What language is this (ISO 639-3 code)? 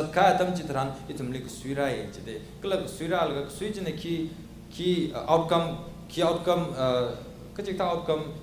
nmf